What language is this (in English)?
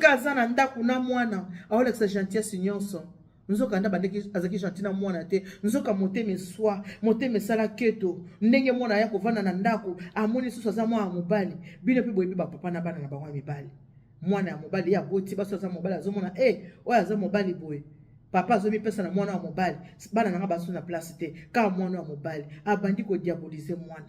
Lingala